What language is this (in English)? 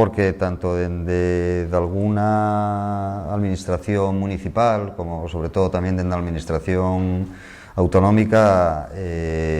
Asturian